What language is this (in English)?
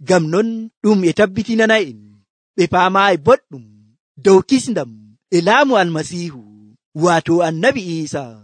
Nigerian Fulfulde